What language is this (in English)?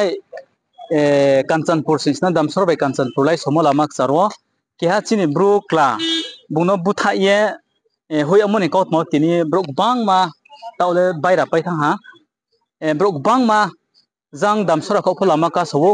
Riang (India)